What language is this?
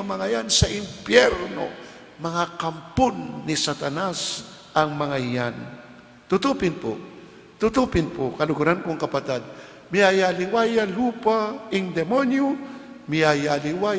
Pampanga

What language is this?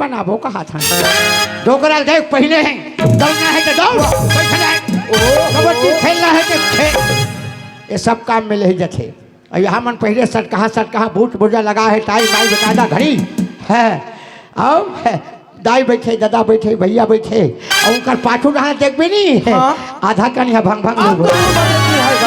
Chhattisgarhi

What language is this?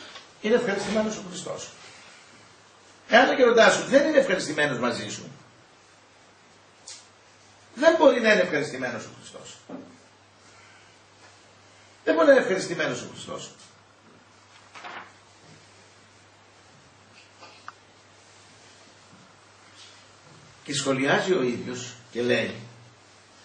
Greek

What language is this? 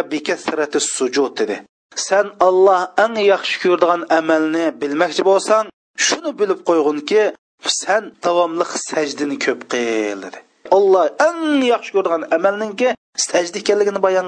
Uyghur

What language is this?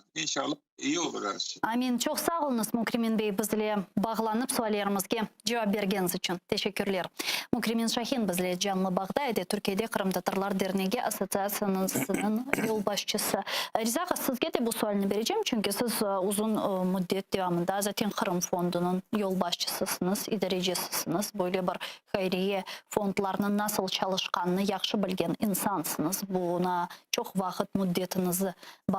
Crimean Tatar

